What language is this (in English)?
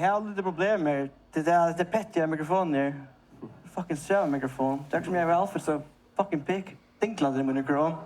Faroese